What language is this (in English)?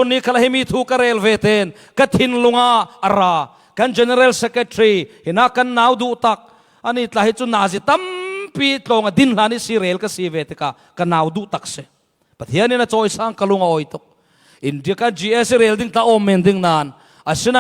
Falam Chin